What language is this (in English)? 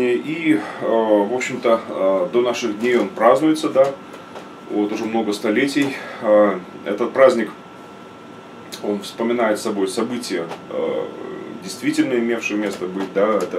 Russian